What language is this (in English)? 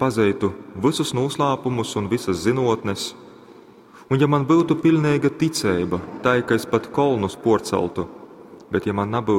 Latgalian